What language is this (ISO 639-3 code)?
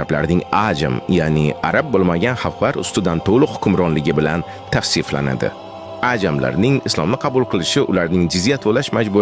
uzb